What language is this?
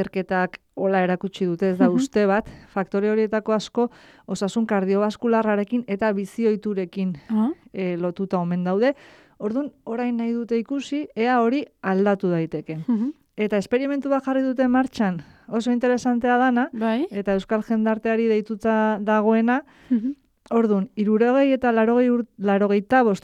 Basque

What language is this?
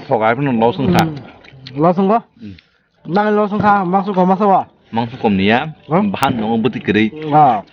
Kok Borok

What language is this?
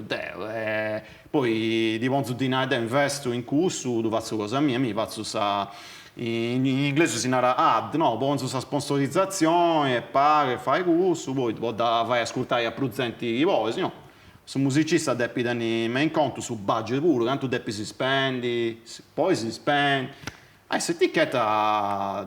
Sardinian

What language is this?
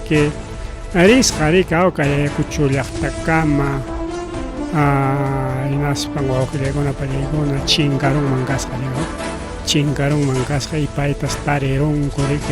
Ayacucho Quechua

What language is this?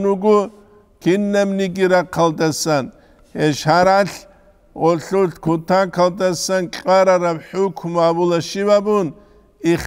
Avaric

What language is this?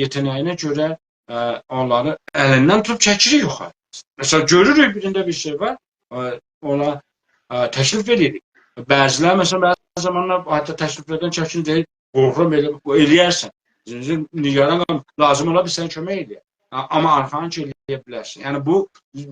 South Azerbaijani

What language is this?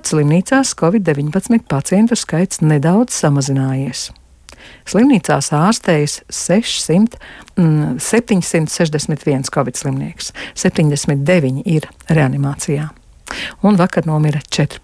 Latvian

